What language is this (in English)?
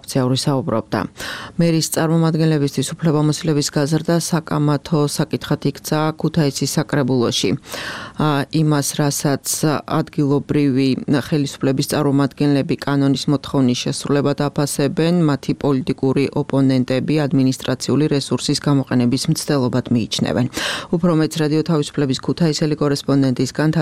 Georgian